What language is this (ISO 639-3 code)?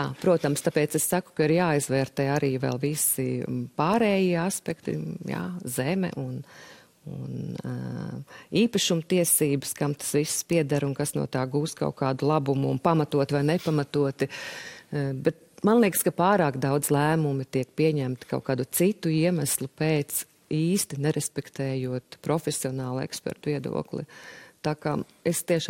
lav